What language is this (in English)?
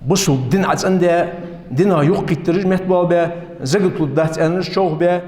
Ingush